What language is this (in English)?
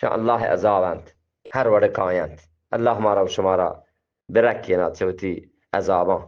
Eastern Balochi